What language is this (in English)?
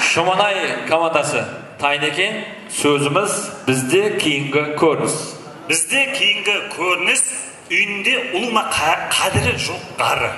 Kara-Kalpak